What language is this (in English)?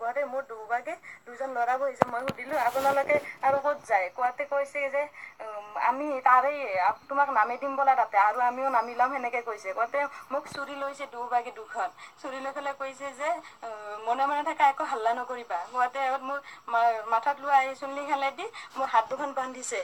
Assamese